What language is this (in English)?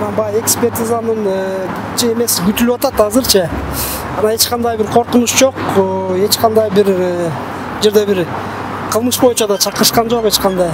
Kyrgyz